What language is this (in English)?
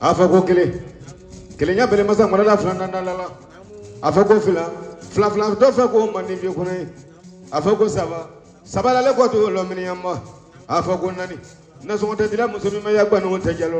Bambara